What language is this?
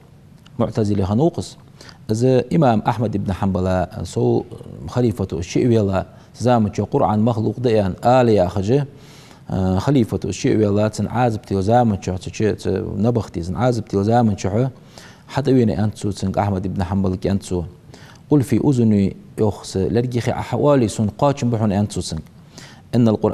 Ingush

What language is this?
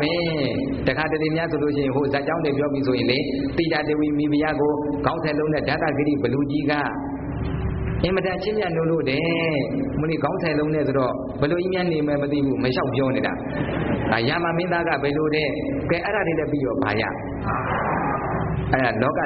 Burmese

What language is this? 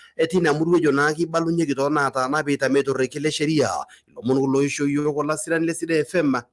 Masai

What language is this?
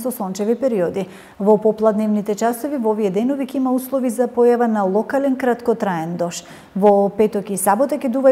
Macedonian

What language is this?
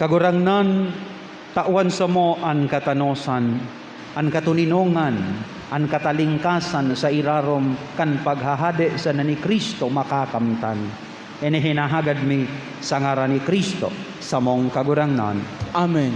Bikol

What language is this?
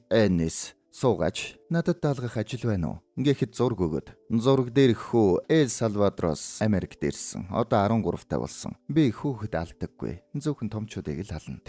Mongolian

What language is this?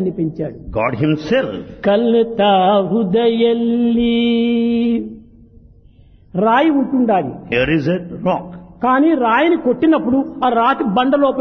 Telugu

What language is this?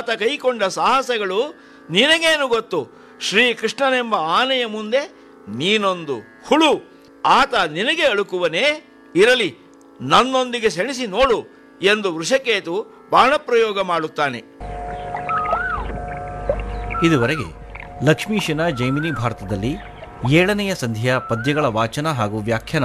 Kannada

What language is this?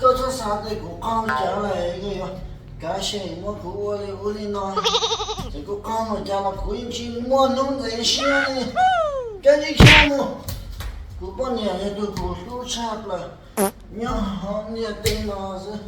Hmong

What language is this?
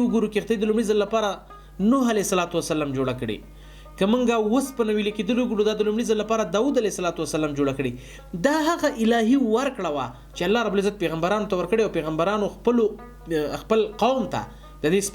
Pashto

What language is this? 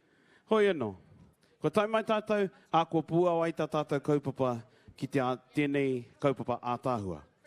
Māori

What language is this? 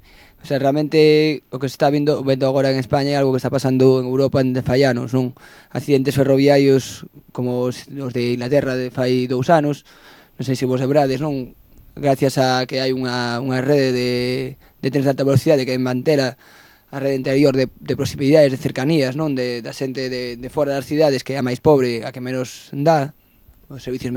Galician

